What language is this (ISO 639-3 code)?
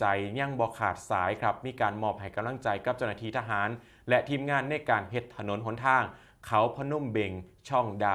tts